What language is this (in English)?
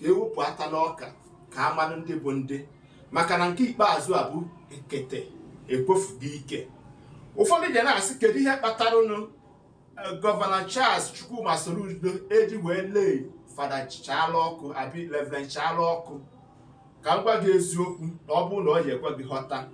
Igbo